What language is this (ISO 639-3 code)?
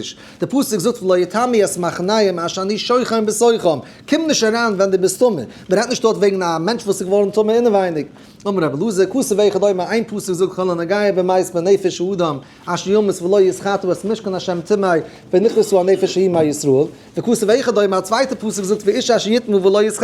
yid